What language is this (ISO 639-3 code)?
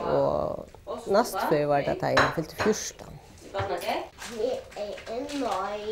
fao